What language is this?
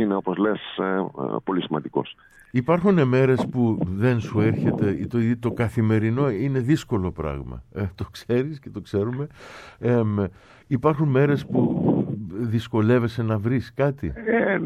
Greek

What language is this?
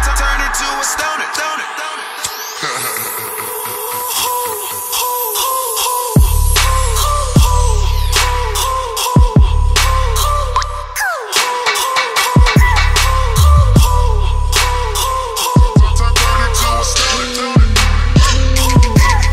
English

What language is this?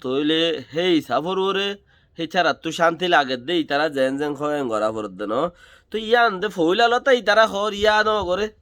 Rohingya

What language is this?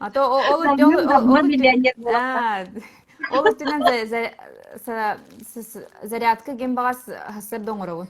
Yakut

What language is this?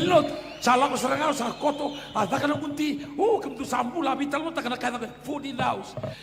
Fijian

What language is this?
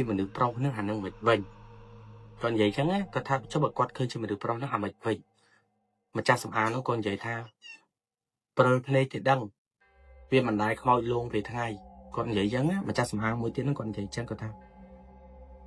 Khmer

